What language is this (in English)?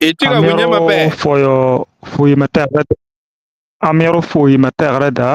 Acoli